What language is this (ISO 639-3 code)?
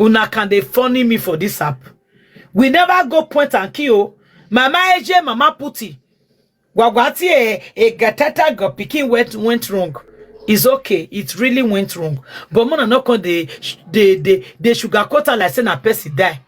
pcm